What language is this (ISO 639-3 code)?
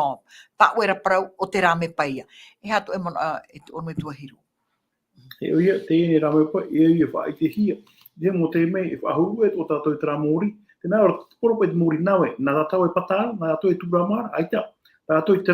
tah